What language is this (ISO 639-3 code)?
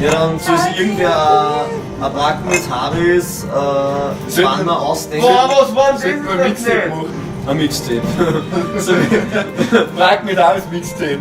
bar